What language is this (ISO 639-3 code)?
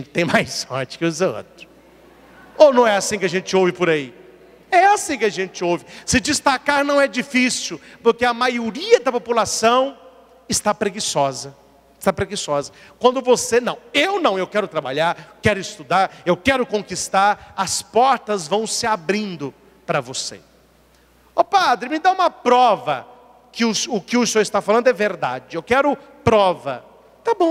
por